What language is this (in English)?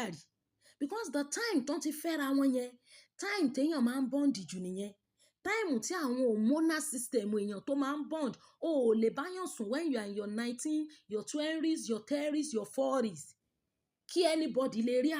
Yoruba